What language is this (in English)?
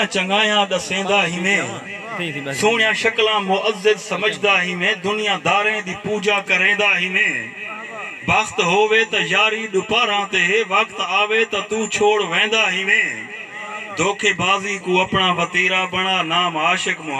Saraiki